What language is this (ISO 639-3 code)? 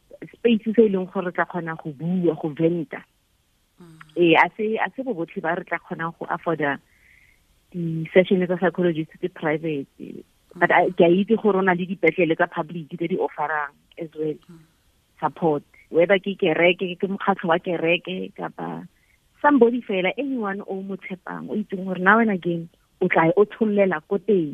tsn